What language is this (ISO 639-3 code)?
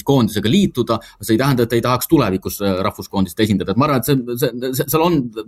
est